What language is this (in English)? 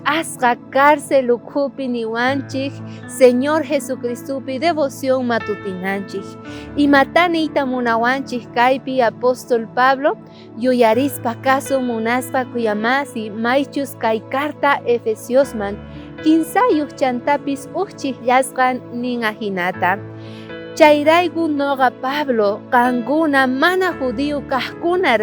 South Bolivian Quechua